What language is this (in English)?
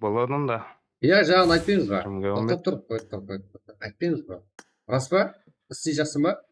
Kara-Kalpak